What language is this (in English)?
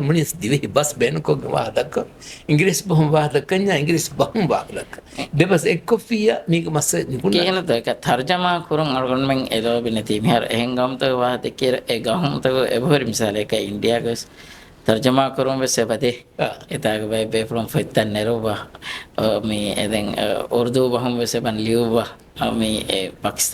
Divehi